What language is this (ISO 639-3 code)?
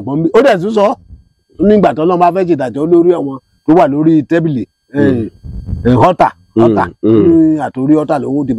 yor